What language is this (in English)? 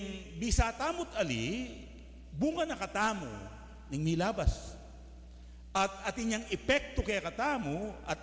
Pampanga